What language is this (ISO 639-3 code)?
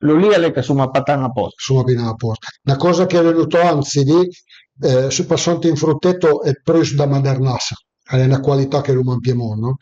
pms